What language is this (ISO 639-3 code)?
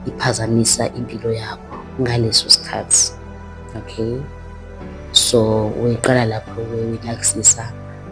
zul